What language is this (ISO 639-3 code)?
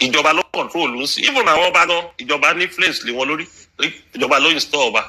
yor